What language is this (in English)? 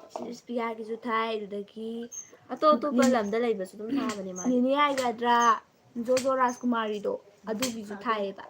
Manipuri